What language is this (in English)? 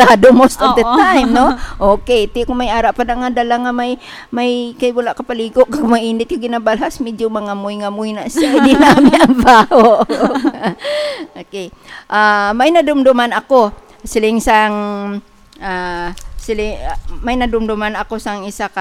Hiligaynon